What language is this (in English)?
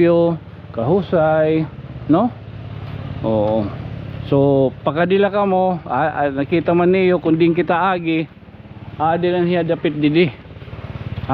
Waray